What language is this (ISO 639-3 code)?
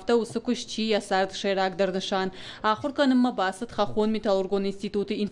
oss